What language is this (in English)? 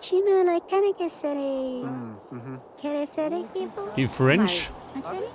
Bavarian